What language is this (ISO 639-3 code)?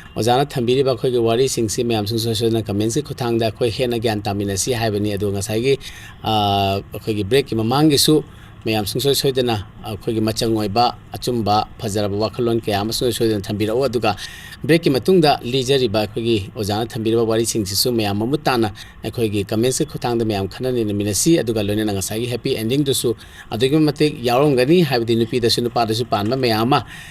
mni